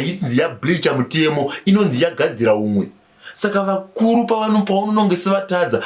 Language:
Shona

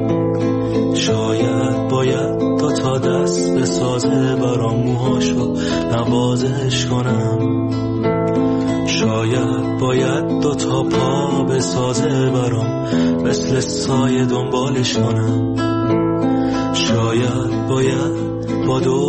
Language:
Persian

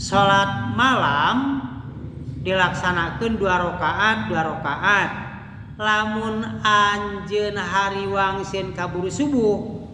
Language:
Sundanese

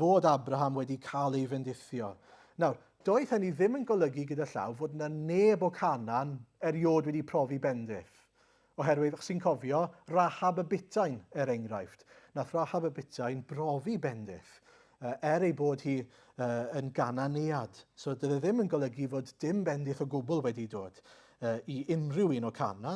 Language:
Welsh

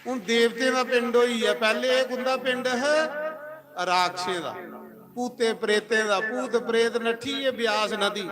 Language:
Dogri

